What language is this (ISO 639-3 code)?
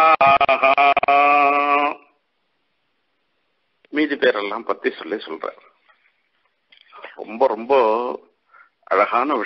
tam